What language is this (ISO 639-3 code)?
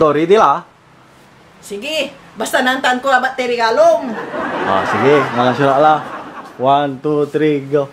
pag